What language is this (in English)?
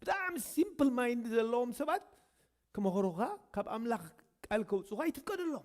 Tigrinya